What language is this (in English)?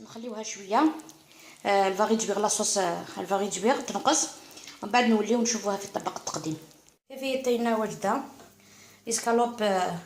Algerian Arabic